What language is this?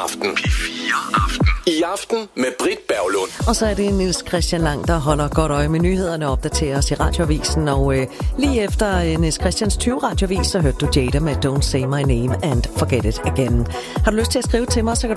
Danish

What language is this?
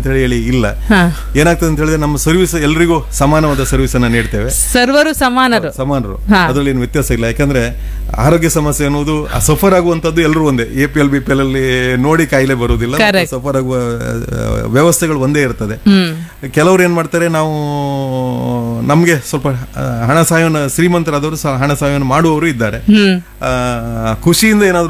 Kannada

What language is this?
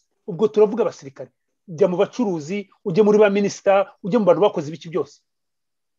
Kinyarwanda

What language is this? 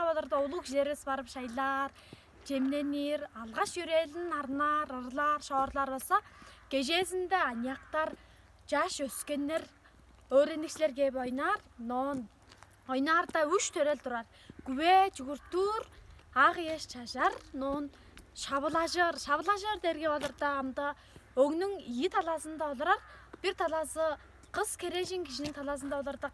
Tuvinian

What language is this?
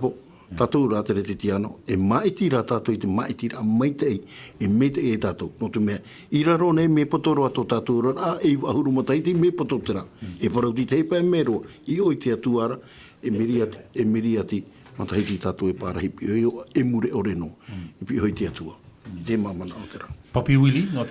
Tahitian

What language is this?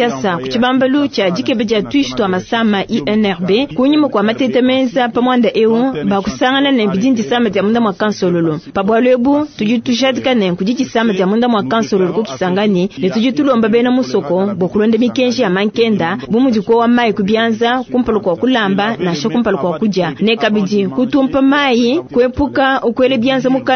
Luba-Lulua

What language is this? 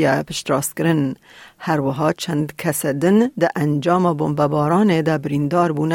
Kurdish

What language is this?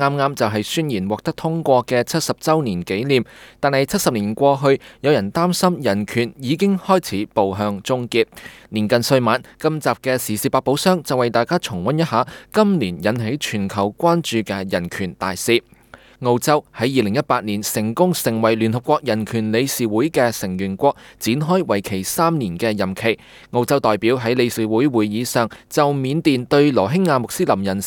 Cantonese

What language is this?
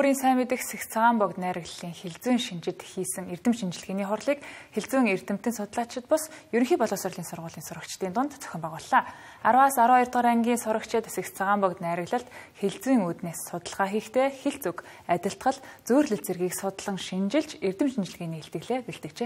Mongolian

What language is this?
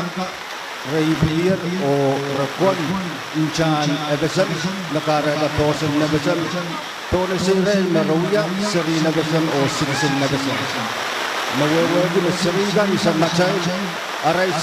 Pohnpeian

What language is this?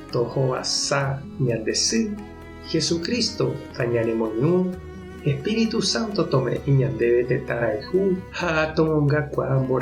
Guarani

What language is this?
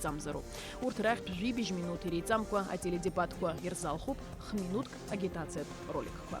Abkhazian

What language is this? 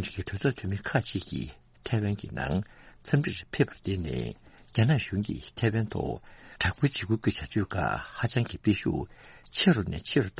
Tibetan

